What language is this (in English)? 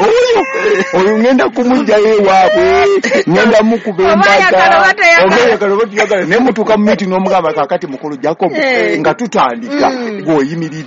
Ganda